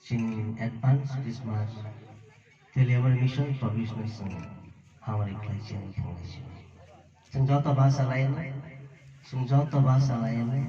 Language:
Kok Borok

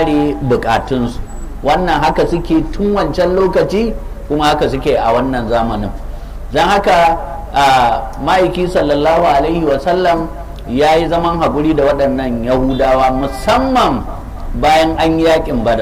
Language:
Hausa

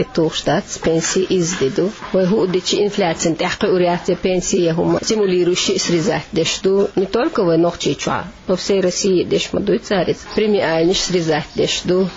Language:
Chechen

